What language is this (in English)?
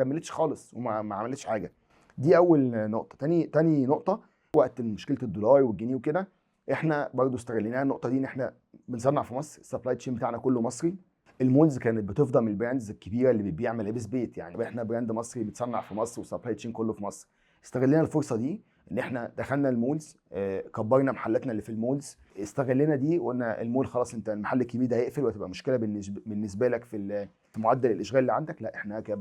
Egyptian Arabic